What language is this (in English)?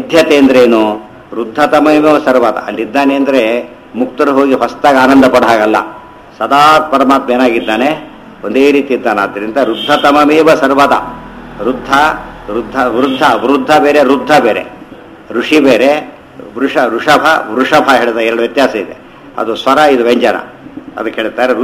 Kannada